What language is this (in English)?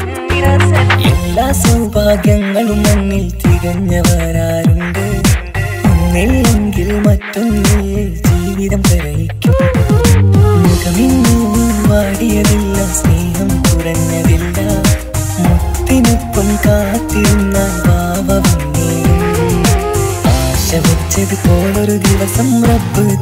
Malayalam